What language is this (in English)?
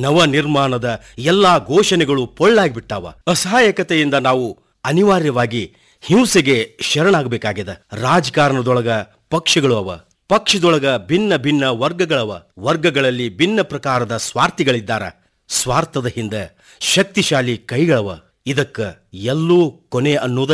Kannada